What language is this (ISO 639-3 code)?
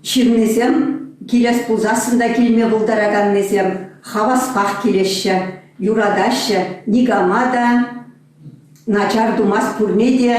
chv